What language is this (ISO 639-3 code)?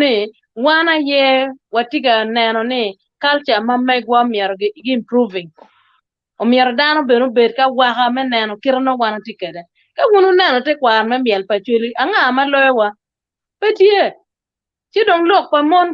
ach